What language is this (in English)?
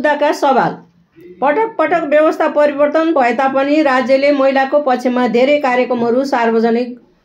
Nepali